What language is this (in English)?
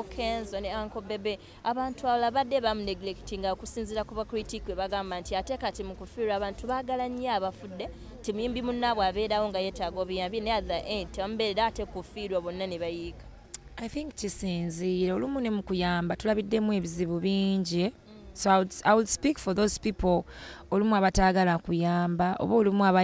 Ganda